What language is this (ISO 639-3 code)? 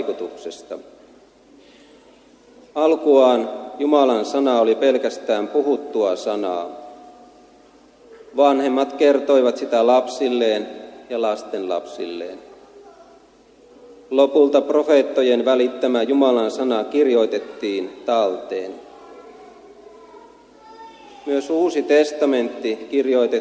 fin